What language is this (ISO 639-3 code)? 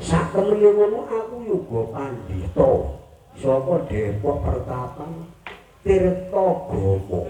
jav